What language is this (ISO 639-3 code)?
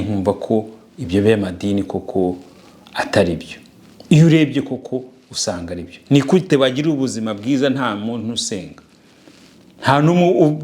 kin